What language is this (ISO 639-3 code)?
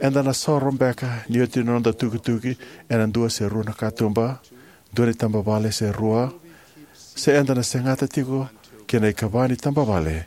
fij